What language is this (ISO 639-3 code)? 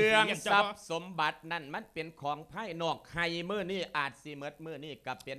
lao